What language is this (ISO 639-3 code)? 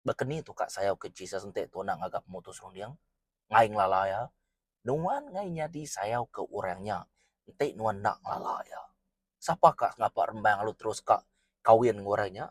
iba